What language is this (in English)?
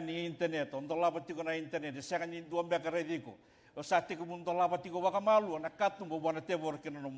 Fijian